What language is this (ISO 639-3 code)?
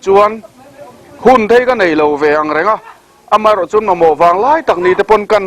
lus